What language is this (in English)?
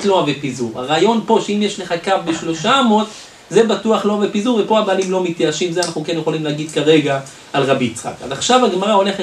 Hebrew